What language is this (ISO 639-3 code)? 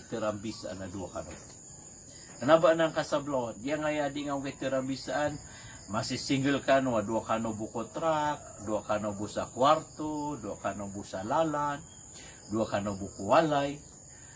mrw